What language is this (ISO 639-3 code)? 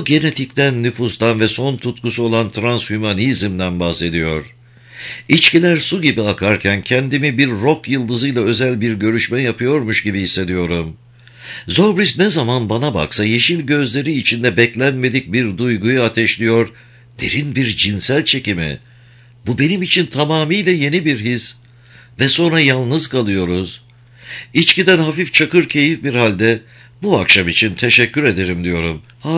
tur